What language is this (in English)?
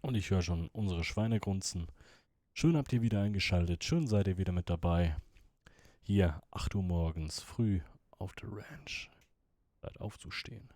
Swiss German